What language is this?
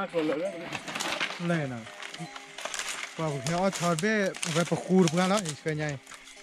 Thai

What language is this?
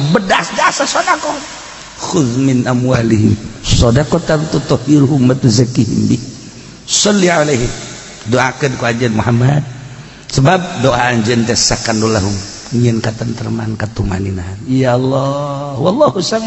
Sundanese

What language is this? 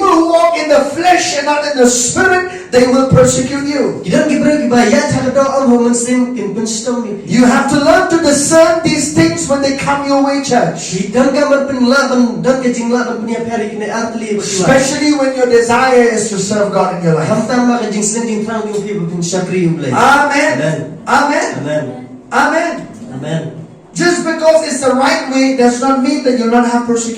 Khasi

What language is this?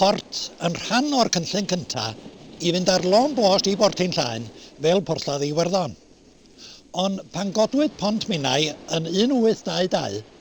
Welsh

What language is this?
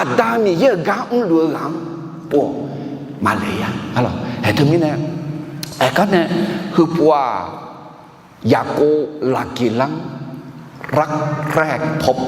Akha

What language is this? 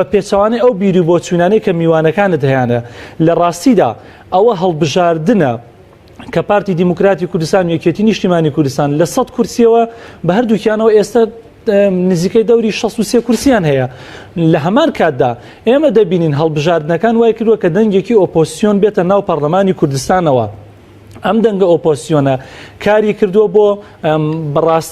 Central Kurdish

